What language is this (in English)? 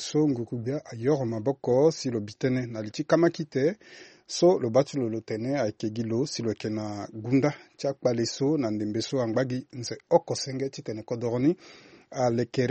Sango